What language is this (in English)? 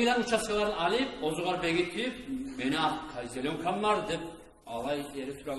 Kumyk